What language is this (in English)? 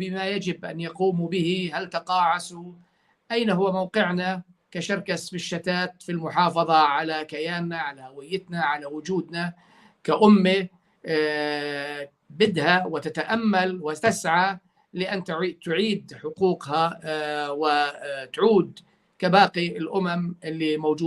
North Levantine Arabic